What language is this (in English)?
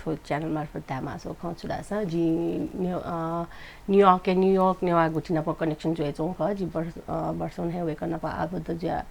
Newari